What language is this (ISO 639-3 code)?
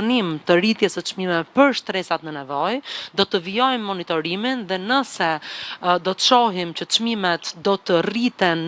sqi